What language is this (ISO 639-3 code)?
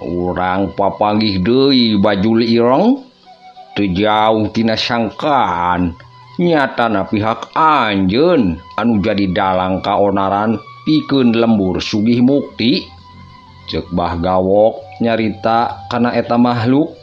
sun